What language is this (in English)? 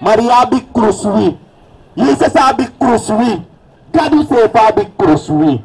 Sranan Tongo